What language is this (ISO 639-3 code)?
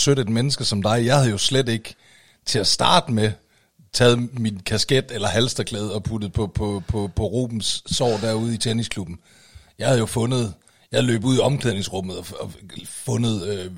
dan